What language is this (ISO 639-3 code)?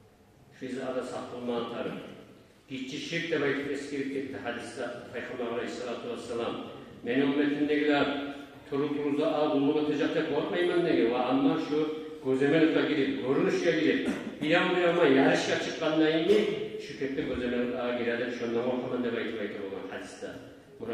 kum